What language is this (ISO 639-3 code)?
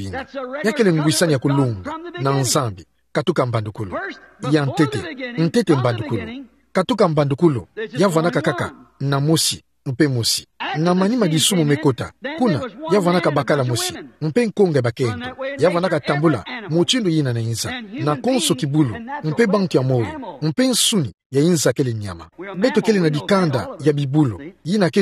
ktu